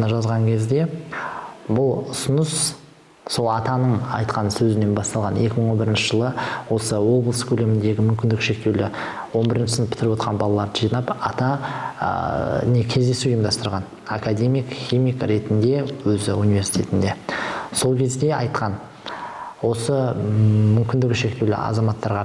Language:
Kazakh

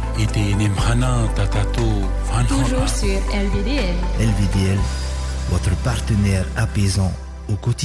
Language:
Tahitian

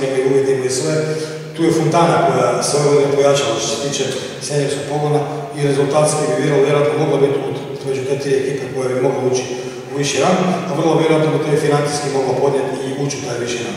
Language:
Croatian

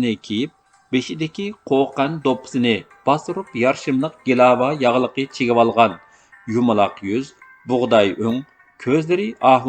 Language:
Uyghur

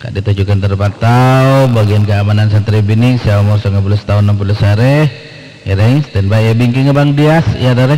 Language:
Madurese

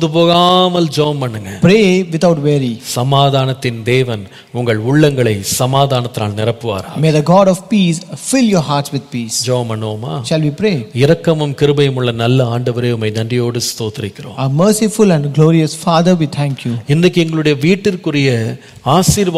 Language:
Tamil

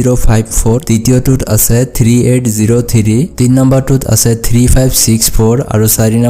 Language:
Assamese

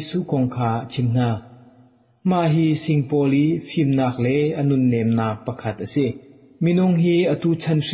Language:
Hakha Chin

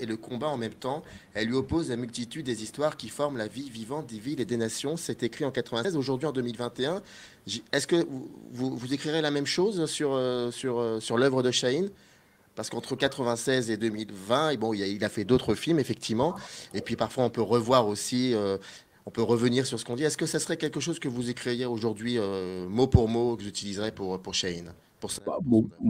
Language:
French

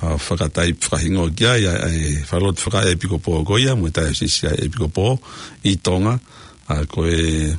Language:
Tongan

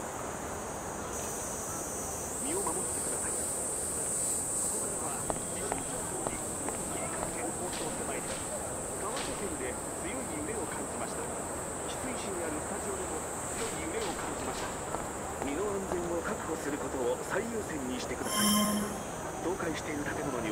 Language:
Japanese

